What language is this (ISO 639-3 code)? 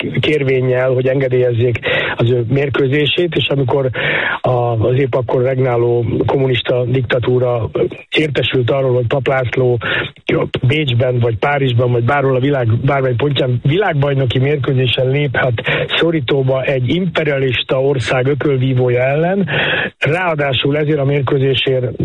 hun